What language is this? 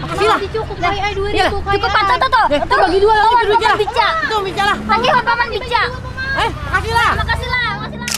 Banjar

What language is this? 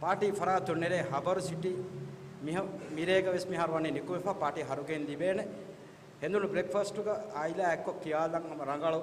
Divehi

